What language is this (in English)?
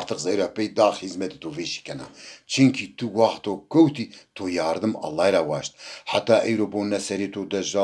Zaza